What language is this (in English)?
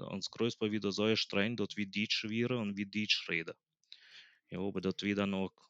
Plautdietsch